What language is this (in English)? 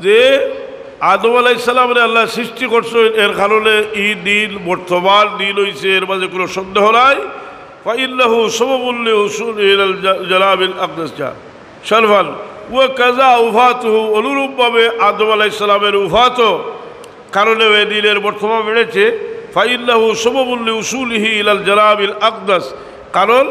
Sylheti